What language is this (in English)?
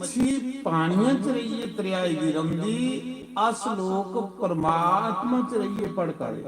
Dogri